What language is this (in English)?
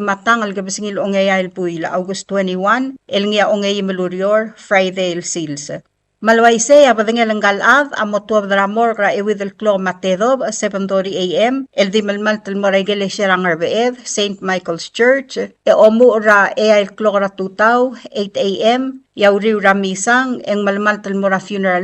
Palauan